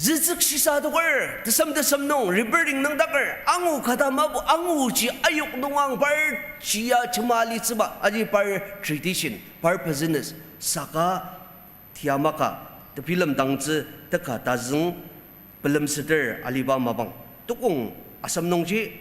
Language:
Ao Naga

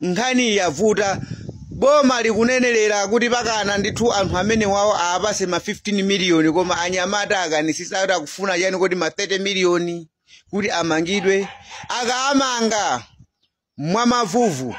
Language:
Nyanja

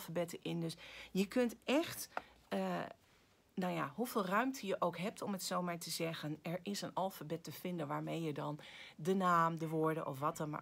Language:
Dutch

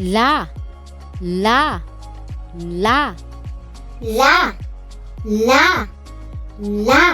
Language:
Waray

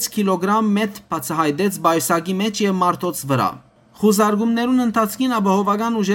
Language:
Western Armenian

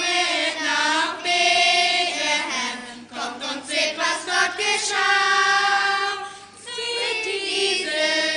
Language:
Plautdietsch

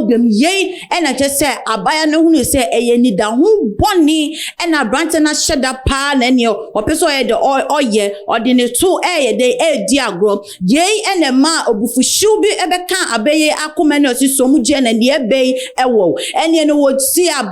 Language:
Akan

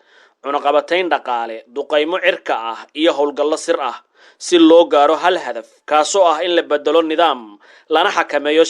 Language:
Somali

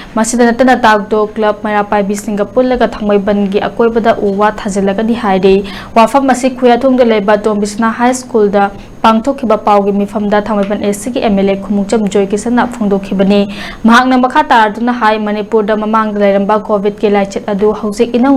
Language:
Manipuri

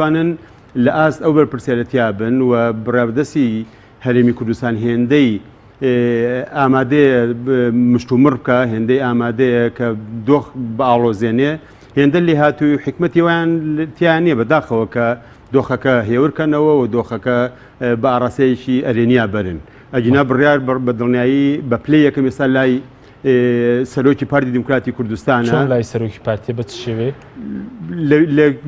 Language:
Central Kurdish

